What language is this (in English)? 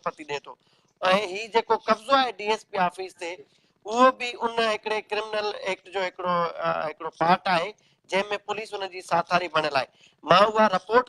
Sindhi